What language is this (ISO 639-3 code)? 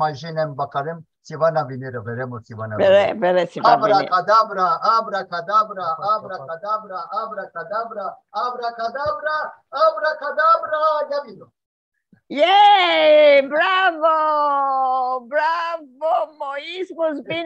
lad